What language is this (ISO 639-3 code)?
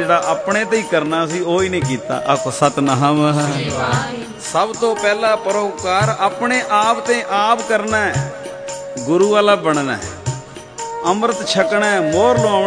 pan